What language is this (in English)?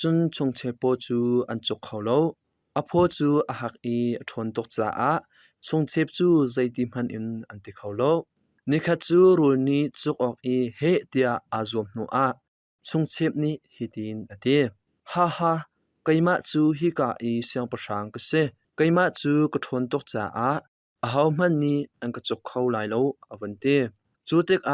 Hakha Chin